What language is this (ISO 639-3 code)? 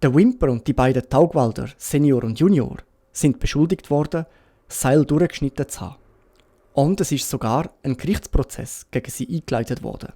gsw